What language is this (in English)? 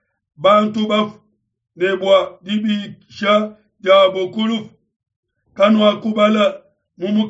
Luba-Lulua